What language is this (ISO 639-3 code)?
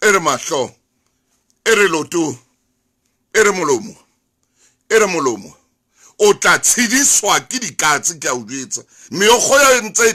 sot